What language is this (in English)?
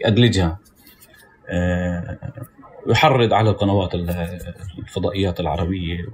North Levantine Arabic